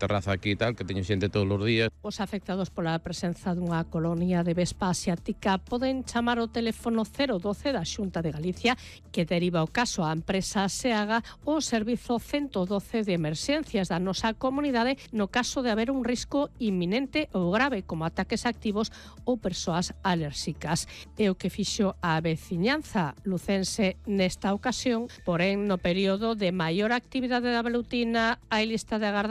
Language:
Galician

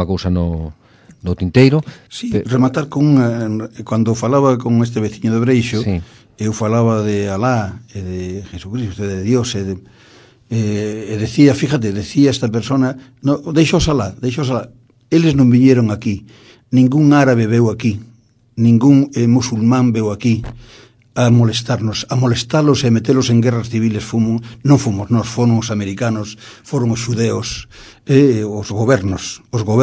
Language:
Galician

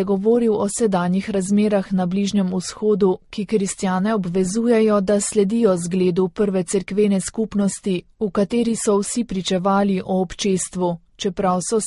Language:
Slovenian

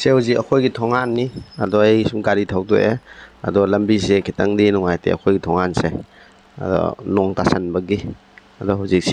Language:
Manipuri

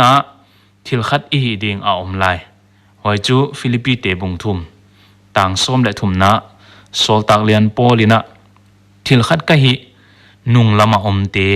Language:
Paite Chin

